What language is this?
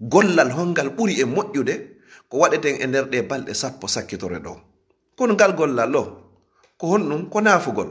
Fula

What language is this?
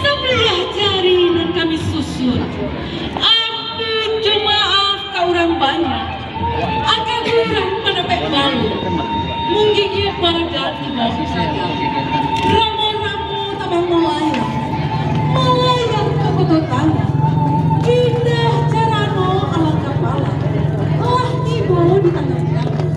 Minangkabau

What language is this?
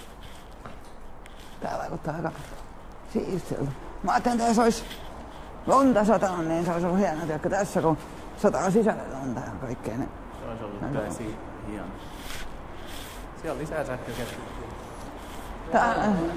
Finnish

